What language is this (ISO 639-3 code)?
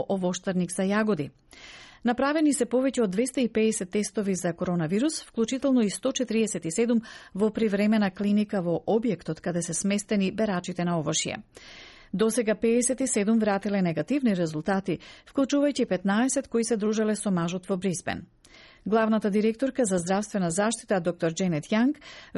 mkd